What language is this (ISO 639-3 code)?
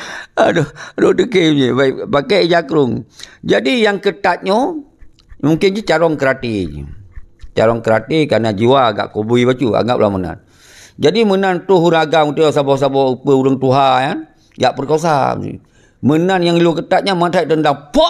ace